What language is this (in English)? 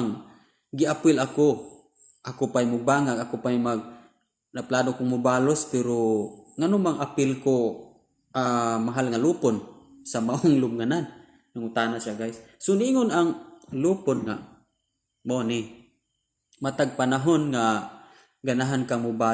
Cebuano